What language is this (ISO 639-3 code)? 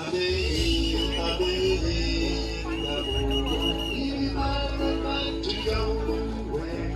ach